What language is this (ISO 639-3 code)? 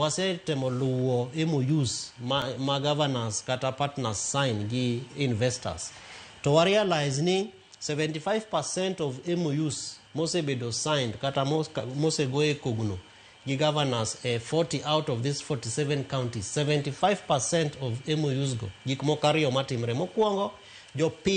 luo